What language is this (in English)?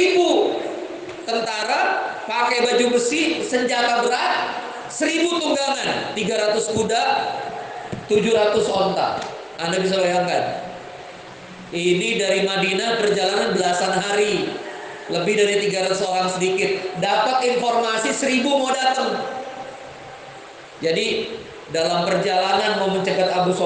Indonesian